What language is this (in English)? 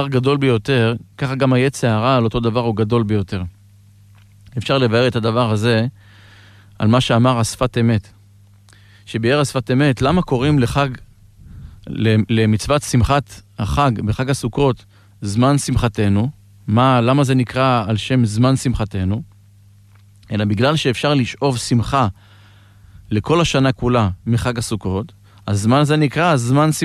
Hebrew